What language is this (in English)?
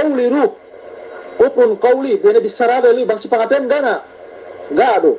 Yakan